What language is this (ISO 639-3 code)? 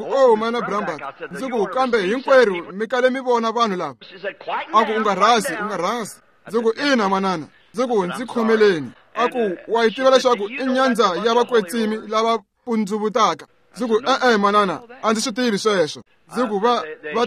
tso